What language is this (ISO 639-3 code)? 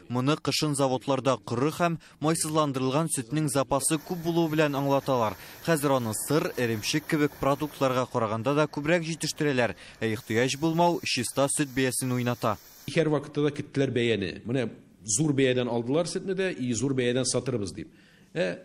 tat